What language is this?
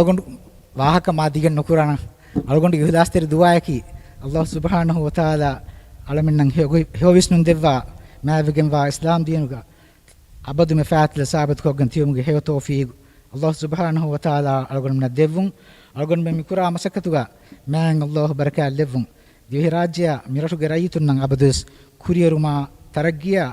Divehi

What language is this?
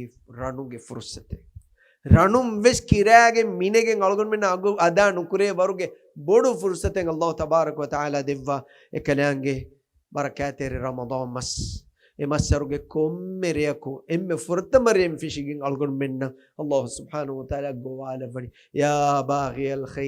Divehi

